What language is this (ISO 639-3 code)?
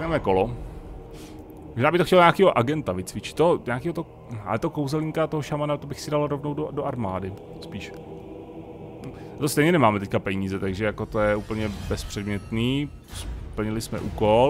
ces